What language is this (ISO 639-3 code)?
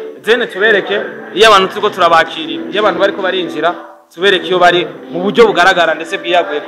run